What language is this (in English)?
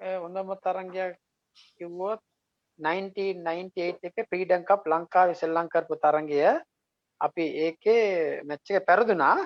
Sinhala